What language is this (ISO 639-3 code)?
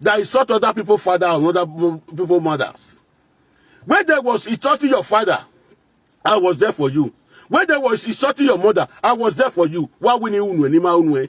pcm